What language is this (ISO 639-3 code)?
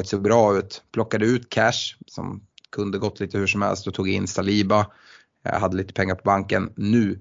swe